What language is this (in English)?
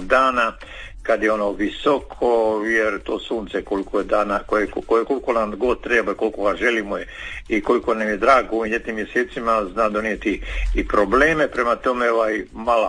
Croatian